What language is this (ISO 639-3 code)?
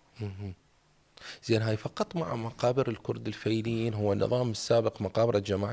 acm